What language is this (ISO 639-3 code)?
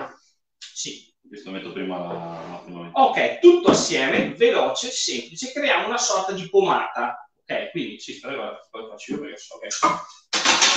ita